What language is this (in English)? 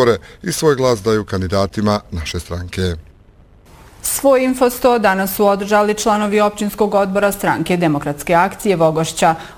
Bosnian